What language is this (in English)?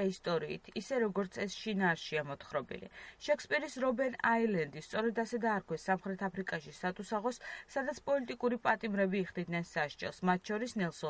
Georgian